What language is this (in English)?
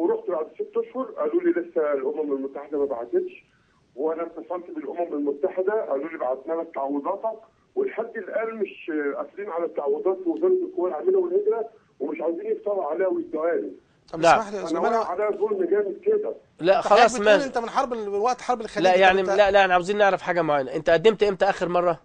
Egyptian Arabic